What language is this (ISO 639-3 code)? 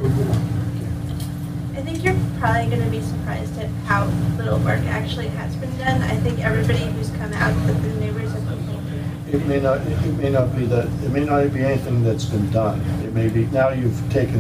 eng